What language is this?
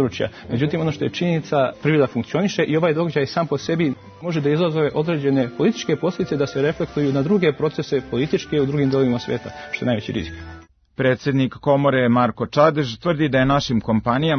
Serbian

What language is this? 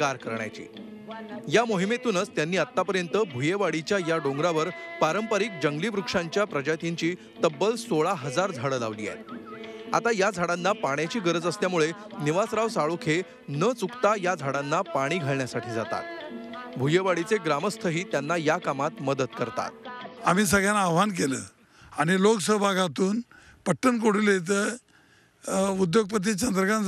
Marathi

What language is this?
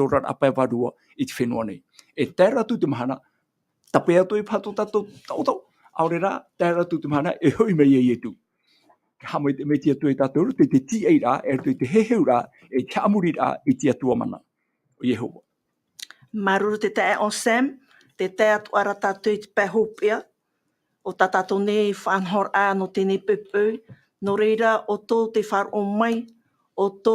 Tahitian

